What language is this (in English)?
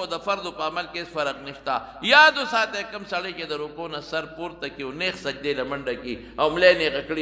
Pashto